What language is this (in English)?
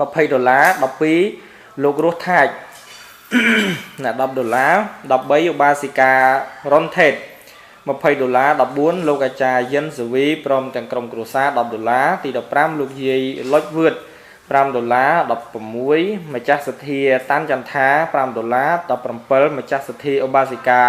Khmer